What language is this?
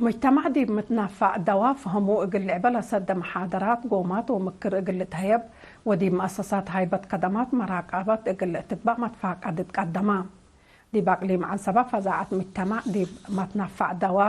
Tigre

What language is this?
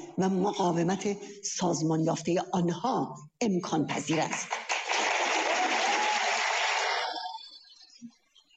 Persian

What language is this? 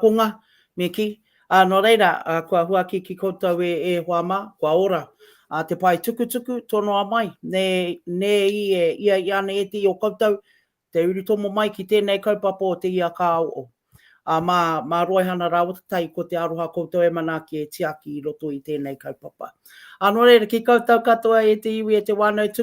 Māori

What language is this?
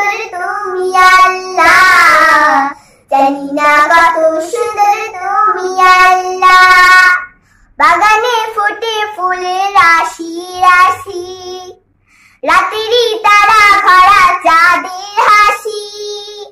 Bangla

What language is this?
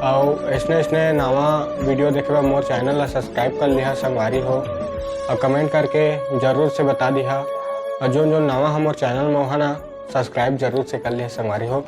Chhattisgarhi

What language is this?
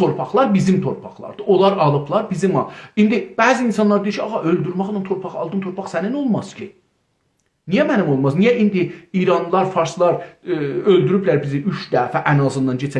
South Azerbaijani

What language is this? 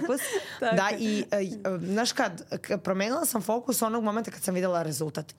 Serbian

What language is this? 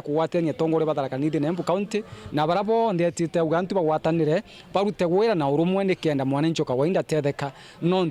Meru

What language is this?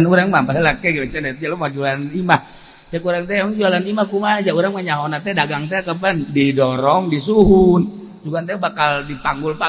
Sundanese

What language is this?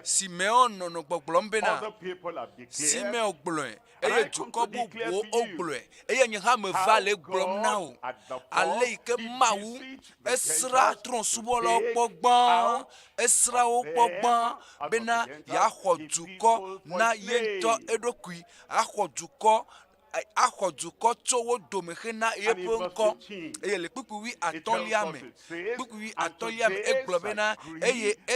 Ewe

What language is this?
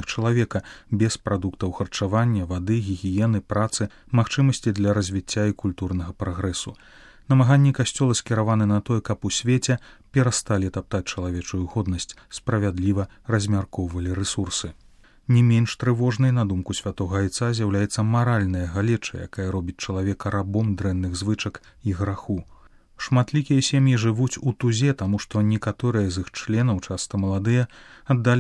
Belarusian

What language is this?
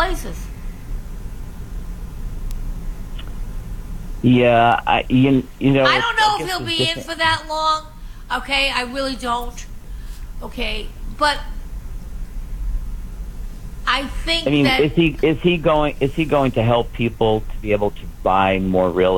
English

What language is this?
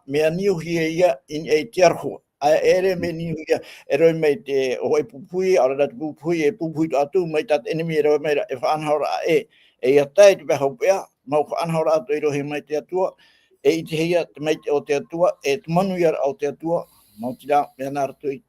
Tahitian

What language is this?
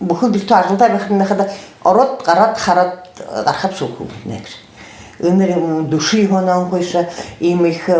Buriat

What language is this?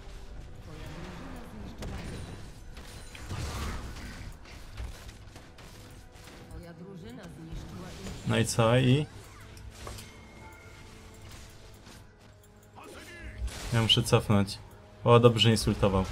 Polish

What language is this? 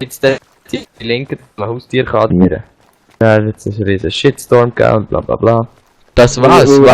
Swiss German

